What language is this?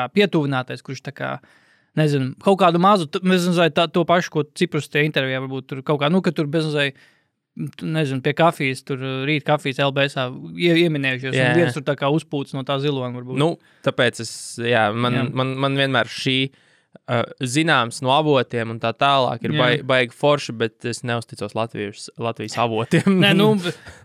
Latvian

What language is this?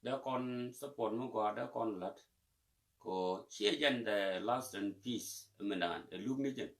Nuer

